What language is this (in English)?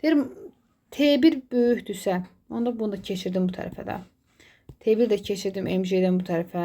Azerbaijani